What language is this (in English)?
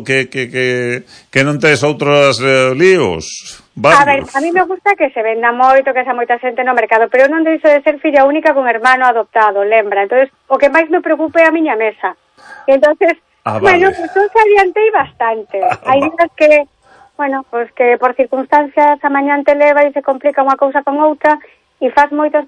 Galician